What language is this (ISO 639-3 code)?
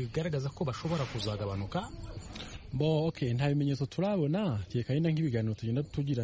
kin